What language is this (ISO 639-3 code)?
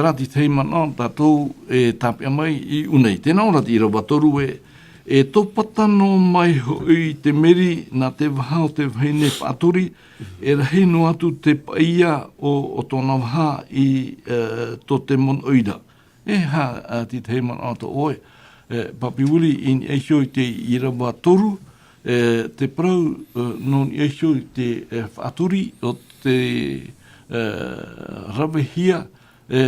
tah